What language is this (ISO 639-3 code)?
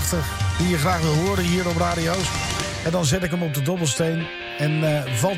nld